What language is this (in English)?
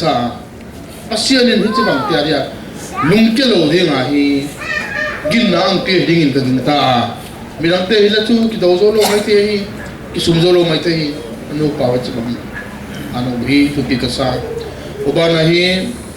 Paite Chin